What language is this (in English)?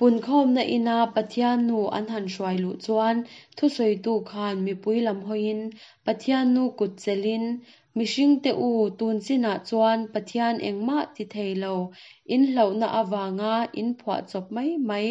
Mizo